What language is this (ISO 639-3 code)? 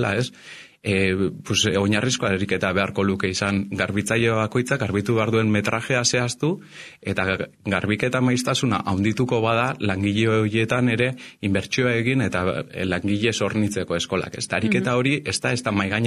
eus